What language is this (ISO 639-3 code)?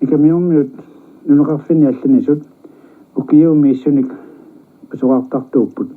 kal